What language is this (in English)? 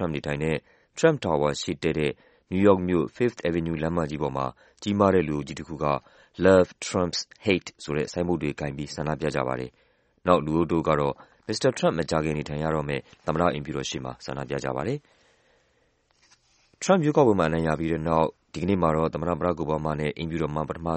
Burmese